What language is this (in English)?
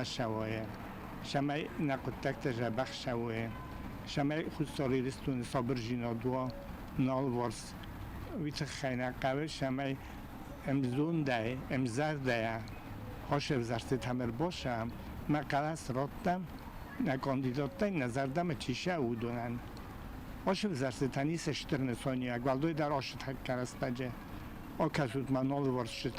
Ossetic